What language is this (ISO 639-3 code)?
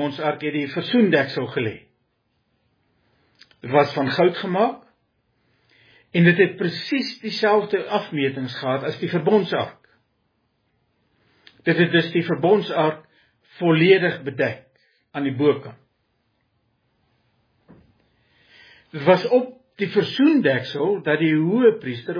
afr